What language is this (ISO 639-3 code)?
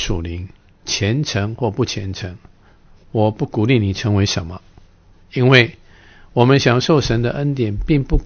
zho